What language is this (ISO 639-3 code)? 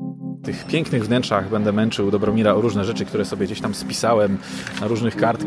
pol